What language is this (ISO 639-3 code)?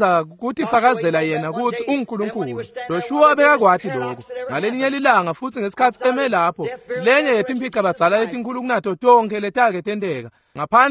ssw